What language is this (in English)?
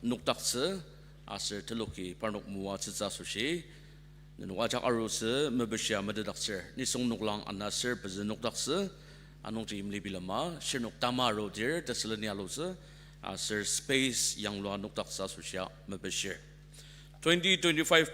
Ao Naga